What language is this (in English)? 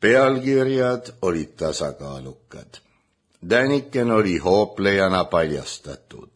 Estonian